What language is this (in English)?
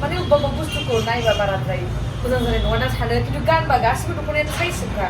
Bodo